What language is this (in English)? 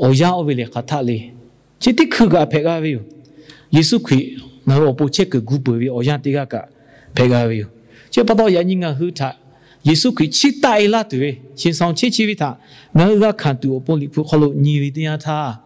Lahu